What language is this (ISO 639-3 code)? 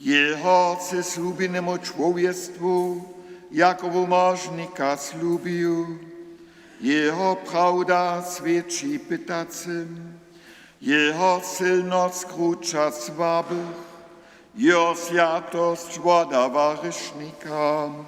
hsb